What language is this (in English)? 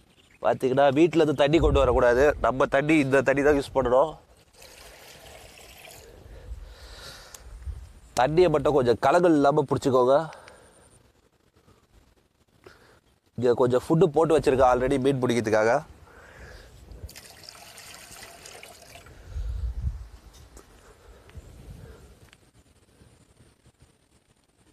Tamil